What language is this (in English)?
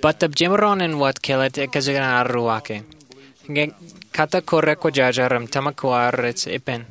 Marshallese